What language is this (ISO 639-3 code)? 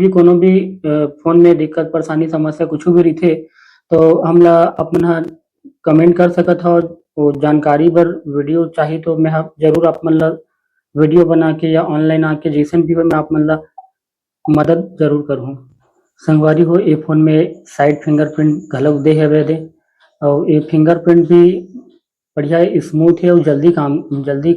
hne